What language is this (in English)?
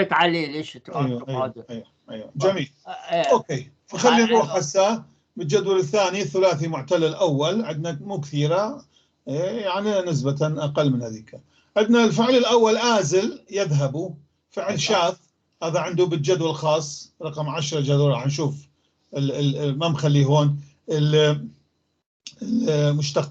North Levantine Arabic